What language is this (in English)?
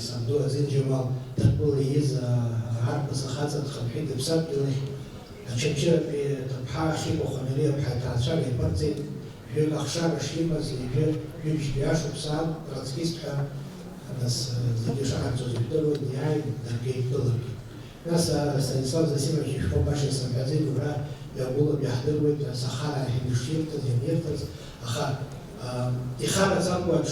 Abkhazian